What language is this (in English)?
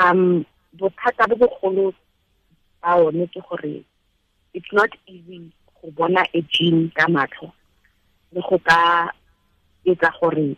Tswana